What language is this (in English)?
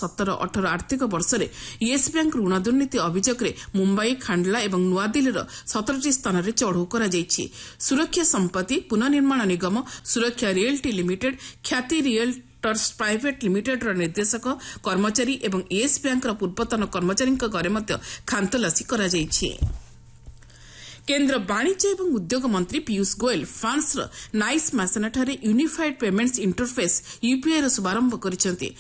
Odia